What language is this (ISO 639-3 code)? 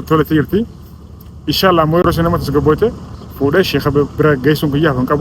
orm